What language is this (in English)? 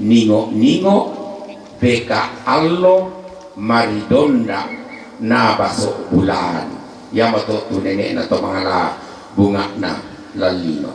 Toraja-Sa'dan